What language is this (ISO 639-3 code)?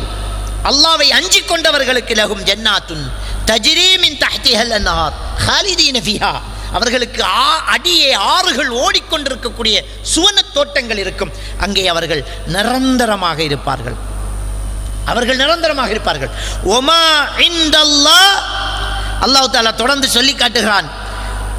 tam